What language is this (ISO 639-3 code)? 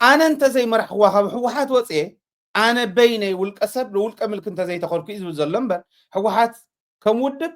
tir